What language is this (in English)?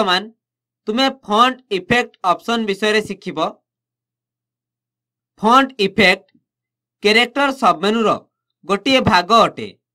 Odia